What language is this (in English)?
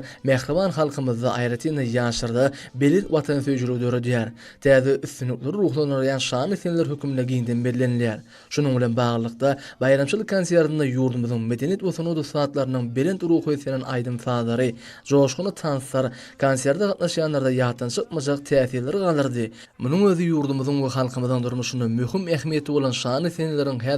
Turkmen